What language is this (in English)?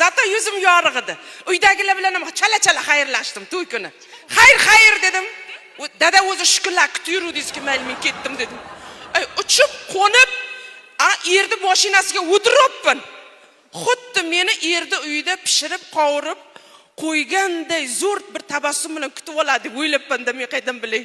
Uzbek